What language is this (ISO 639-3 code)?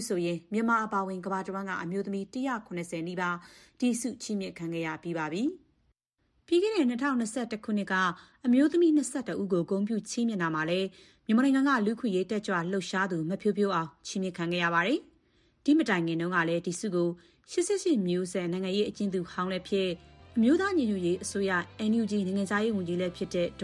mya